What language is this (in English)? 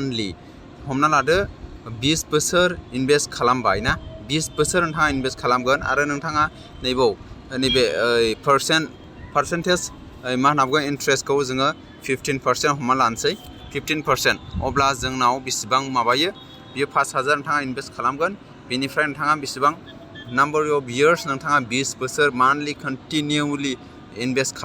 Bodo